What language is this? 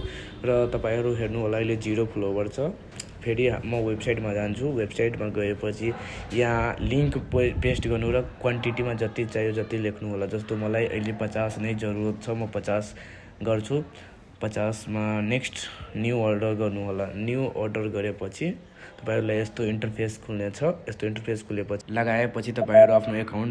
Nepali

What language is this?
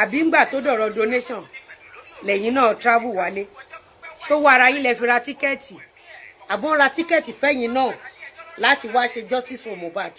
Yoruba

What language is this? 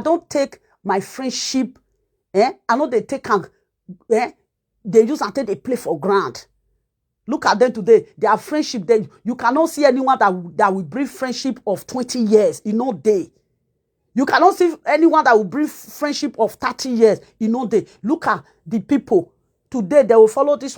Nigerian Pidgin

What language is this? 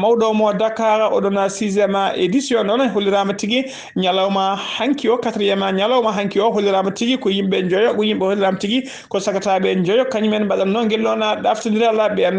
Fula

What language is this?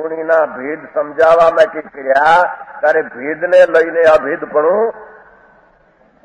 Gujarati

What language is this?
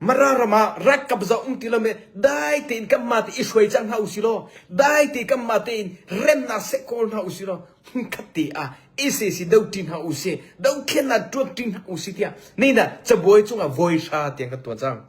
Hakha Chin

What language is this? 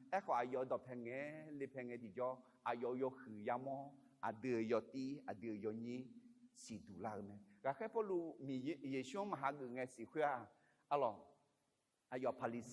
Akha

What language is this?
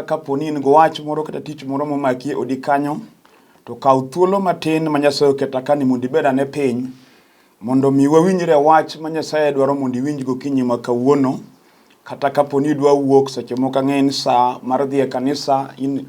Luo (Kenya and Tanzania)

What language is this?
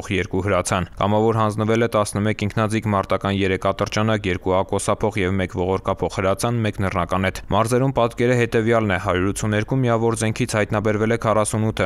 Armenian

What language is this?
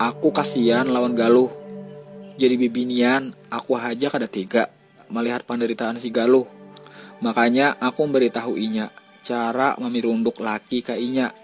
Banjar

